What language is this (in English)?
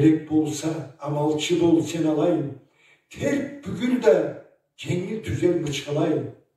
Karachay-Balkar